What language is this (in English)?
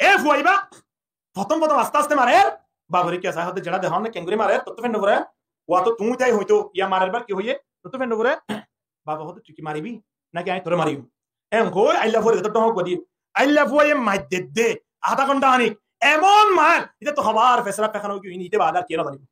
Rohingya